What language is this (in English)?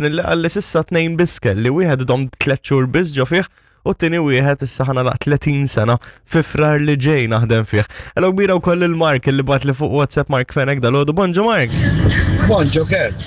Maltese